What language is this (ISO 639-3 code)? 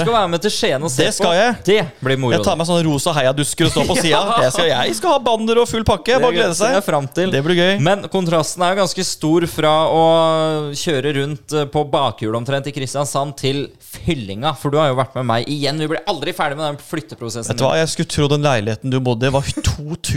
nor